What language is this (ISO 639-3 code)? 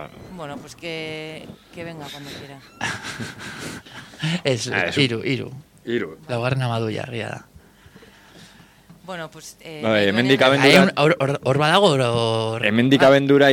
eus